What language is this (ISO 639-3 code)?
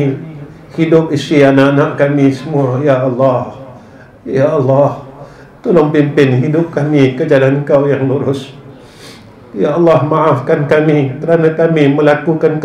msa